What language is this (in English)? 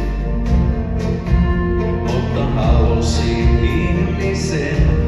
Finnish